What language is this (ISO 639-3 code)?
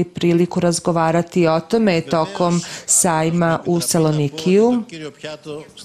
srp